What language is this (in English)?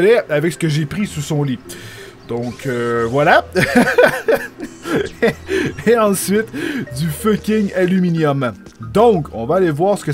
French